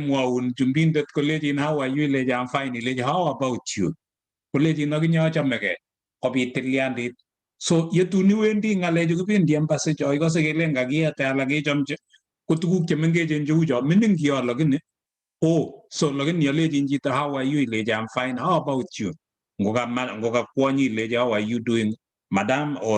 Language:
Kalenjin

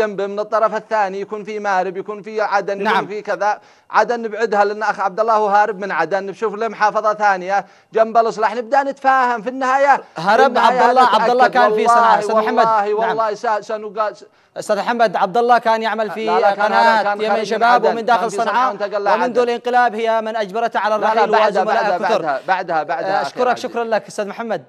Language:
Arabic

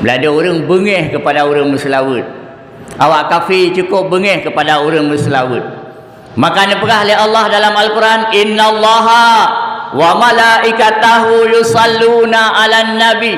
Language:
Achinese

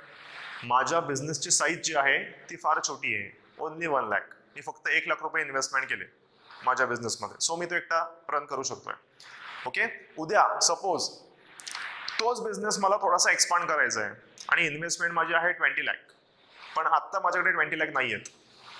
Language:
Marathi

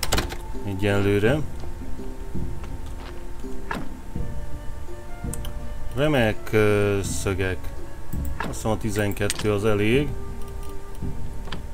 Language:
Hungarian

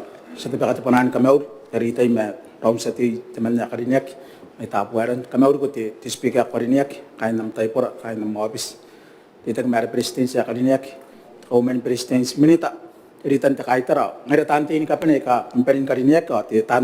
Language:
Gilbertese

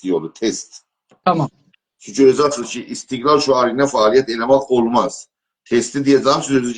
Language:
South Azerbaijani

